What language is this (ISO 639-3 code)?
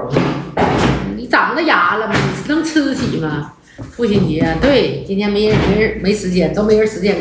zho